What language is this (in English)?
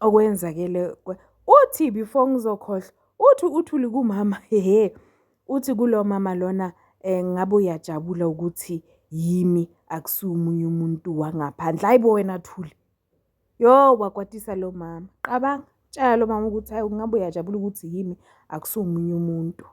Zulu